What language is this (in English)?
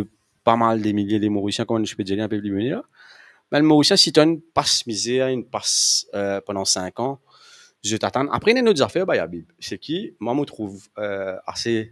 Morisyen